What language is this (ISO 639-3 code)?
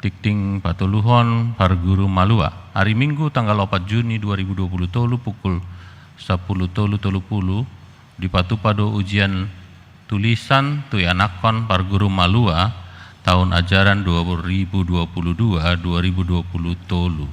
bbc